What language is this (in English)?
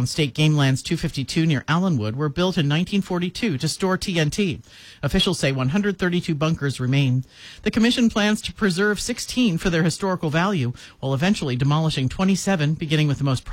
English